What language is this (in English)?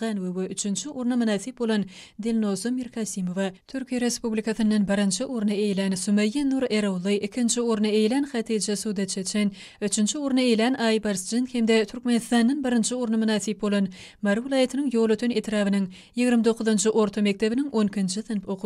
Turkmen